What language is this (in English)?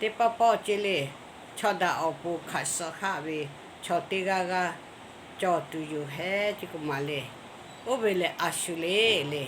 Lahu